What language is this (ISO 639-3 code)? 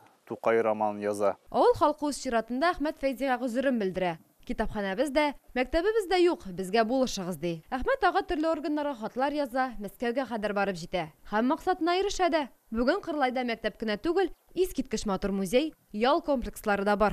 tat